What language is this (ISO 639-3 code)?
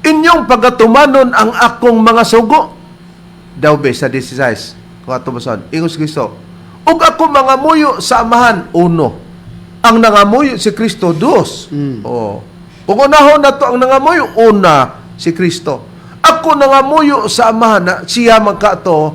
ceb